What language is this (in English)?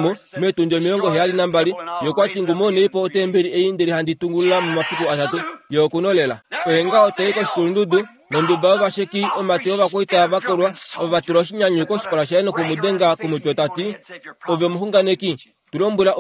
Kuanyama